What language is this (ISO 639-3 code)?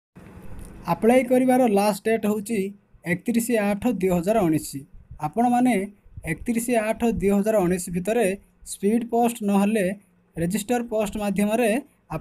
ori